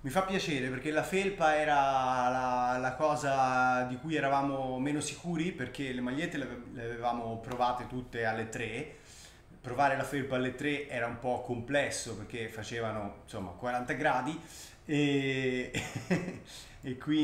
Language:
Italian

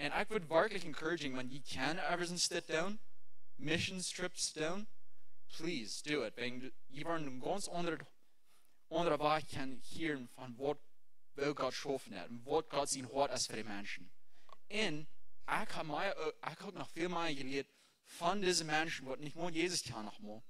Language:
Plautdietsch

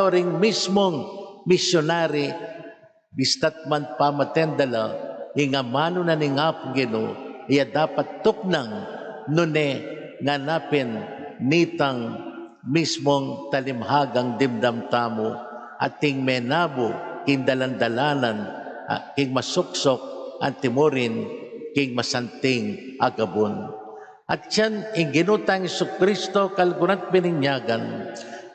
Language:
Pampanga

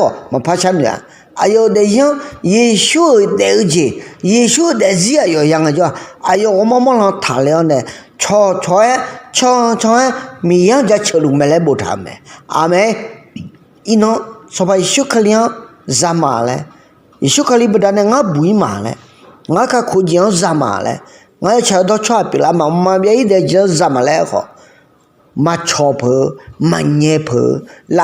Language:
Akha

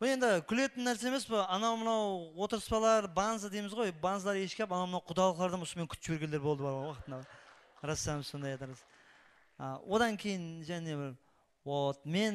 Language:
Kara-Kalpak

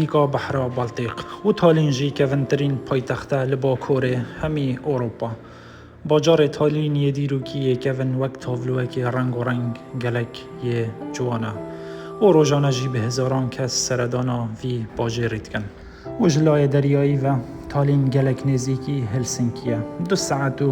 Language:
Kurdish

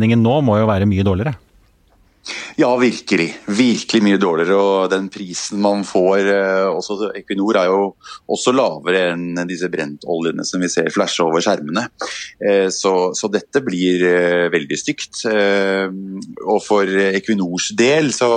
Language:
Norwegian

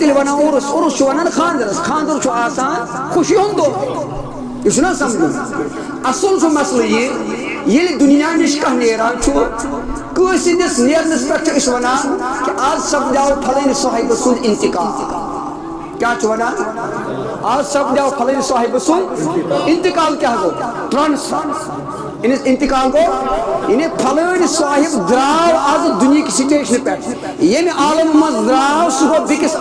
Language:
Kashmiri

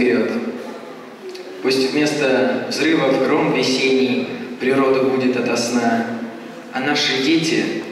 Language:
Russian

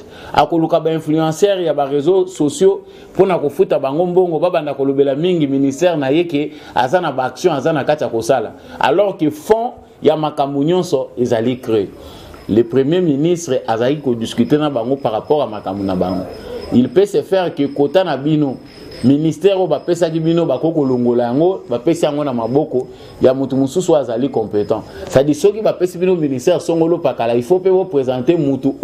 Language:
Lingala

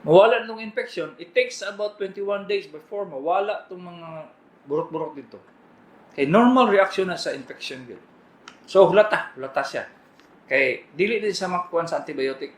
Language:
Cebuano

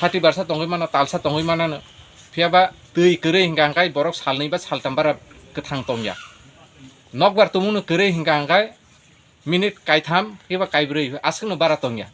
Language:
Kok Borok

